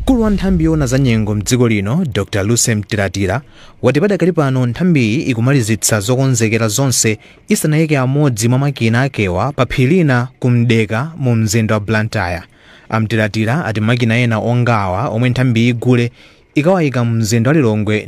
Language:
Nyanja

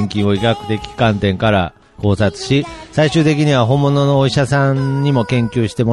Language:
Japanese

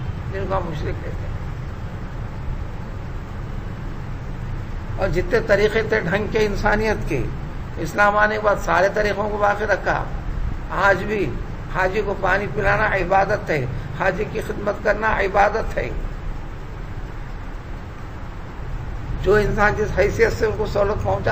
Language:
Urdu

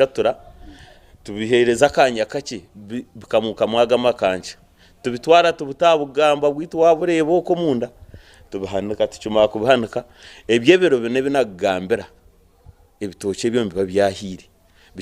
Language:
Nyankole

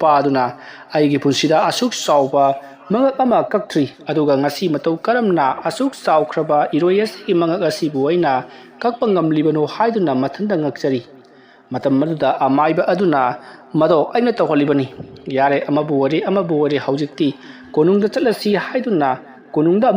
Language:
Manipuri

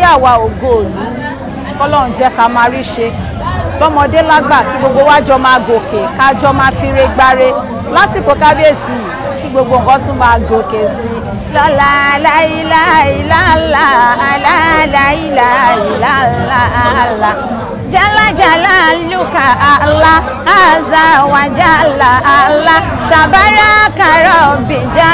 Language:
Yoruba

